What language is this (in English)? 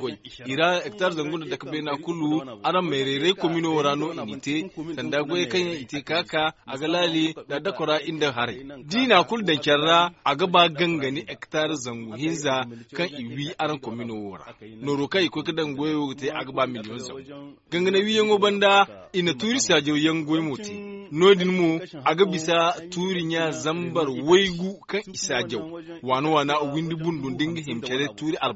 Zarma